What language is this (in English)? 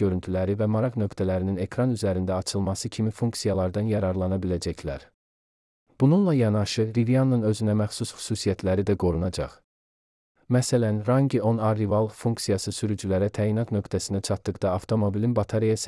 Azerbaijani